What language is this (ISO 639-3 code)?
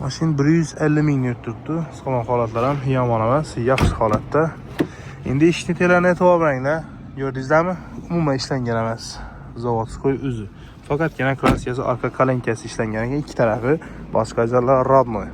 uzb